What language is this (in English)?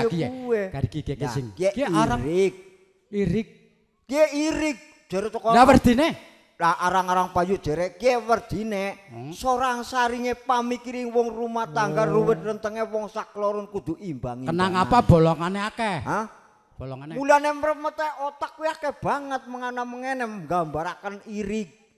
Javanese